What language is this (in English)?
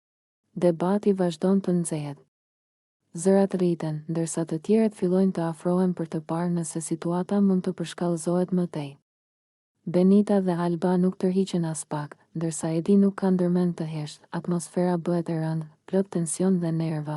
Albanian